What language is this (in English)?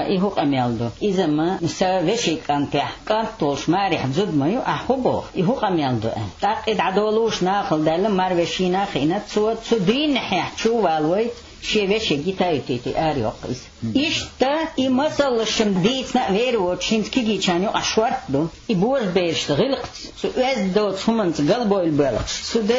Chechen